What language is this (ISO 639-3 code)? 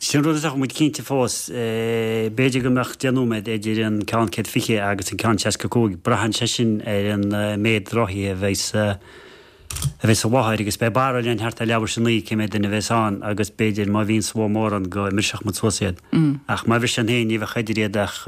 gle